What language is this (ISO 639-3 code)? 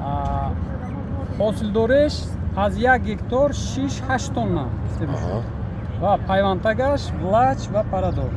tgk